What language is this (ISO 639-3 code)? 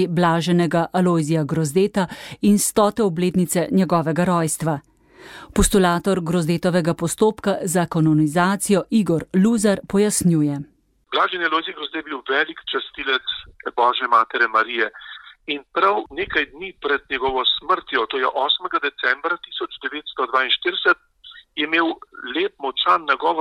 slv